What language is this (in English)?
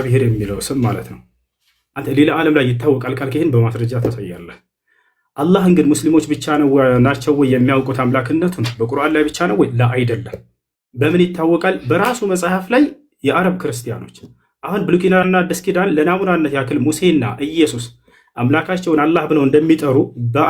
Amharic